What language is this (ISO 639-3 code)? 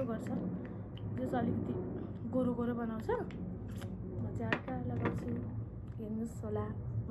nep